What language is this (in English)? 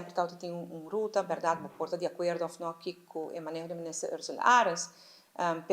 Papiamento